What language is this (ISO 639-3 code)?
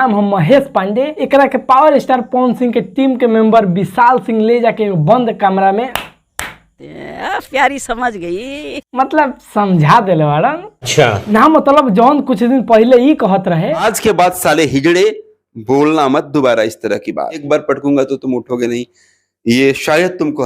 bho